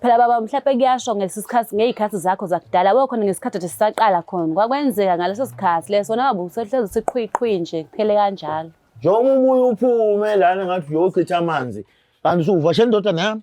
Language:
Zulu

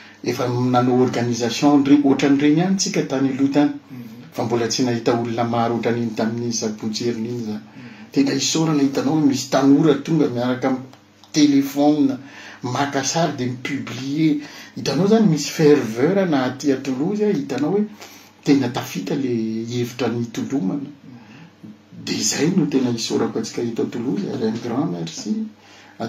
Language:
Malagasy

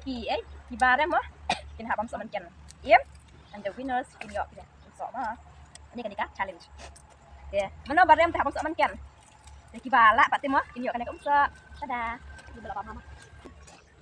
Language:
Khasi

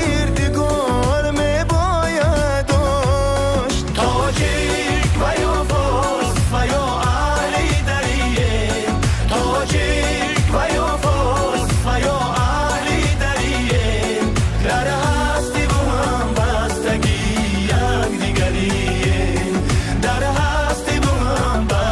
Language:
Tajik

